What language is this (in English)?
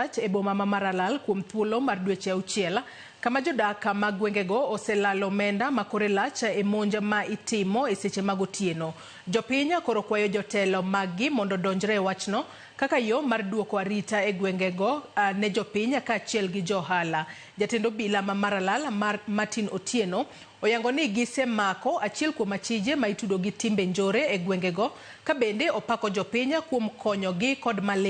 Luo (Kenya and Tanzania)